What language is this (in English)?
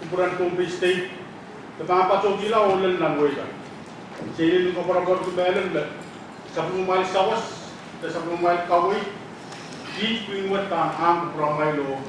Pohnpeian